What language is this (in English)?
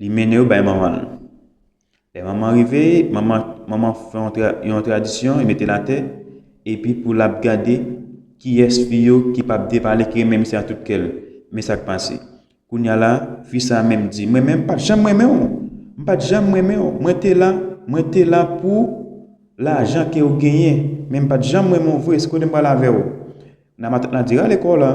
Haitian Creole